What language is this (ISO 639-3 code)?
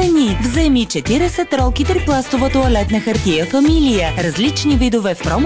bul